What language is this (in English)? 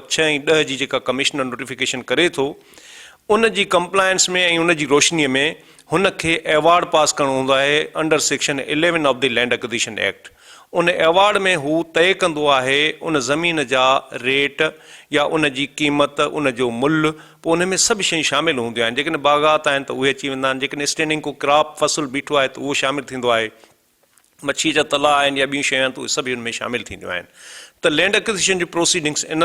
Sindhi